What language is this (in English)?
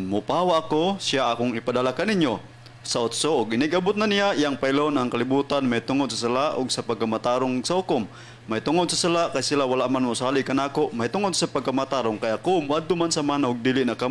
Cebuano